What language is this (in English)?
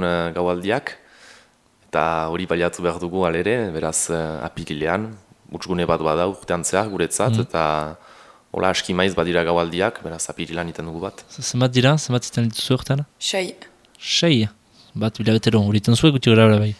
Basque